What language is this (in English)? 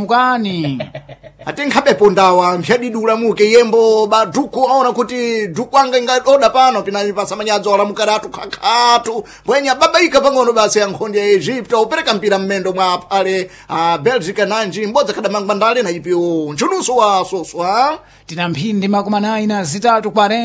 Sena